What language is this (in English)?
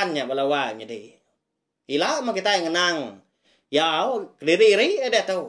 Iban